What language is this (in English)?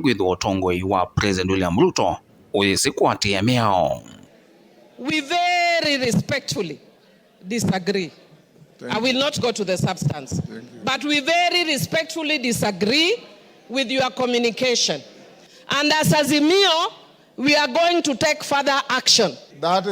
Kamba